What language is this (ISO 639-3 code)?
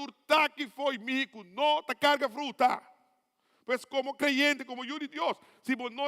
pap